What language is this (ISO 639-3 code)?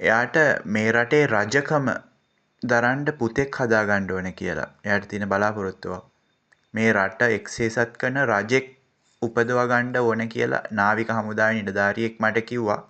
sin